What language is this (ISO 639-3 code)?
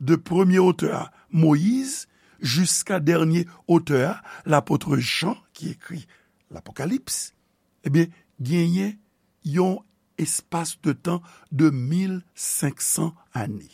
hat